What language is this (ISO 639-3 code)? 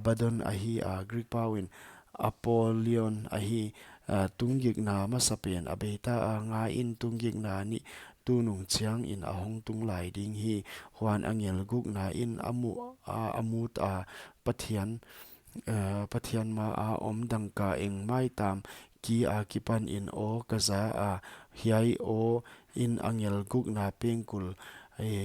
pck